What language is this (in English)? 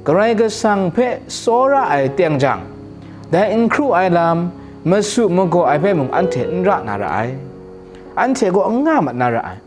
Kachin